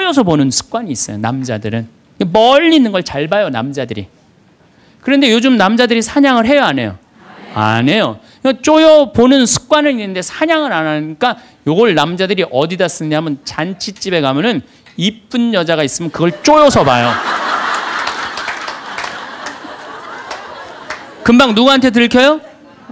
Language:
Korean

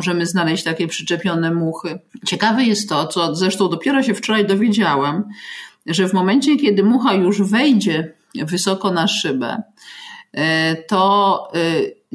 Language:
Polish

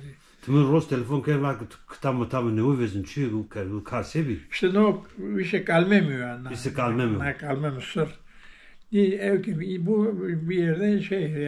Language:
Zaza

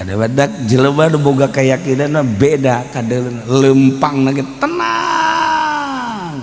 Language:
Sundanese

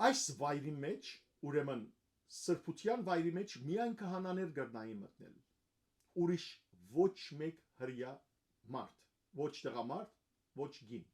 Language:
Western Armenian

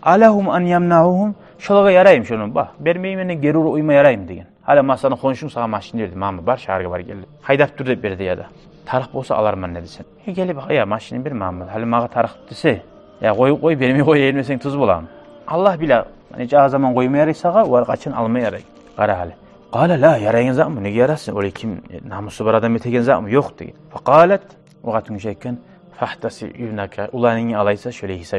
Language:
Kumyk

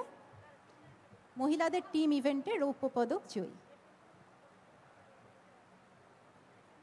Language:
Bangla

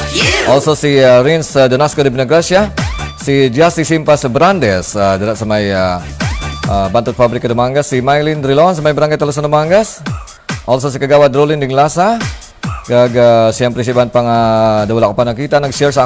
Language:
Hiligaynon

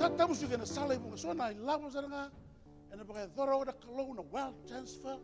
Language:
Fijian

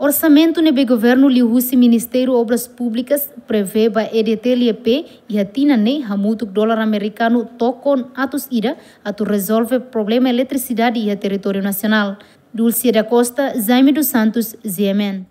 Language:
Tetum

